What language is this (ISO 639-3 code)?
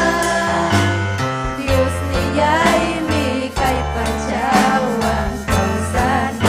quy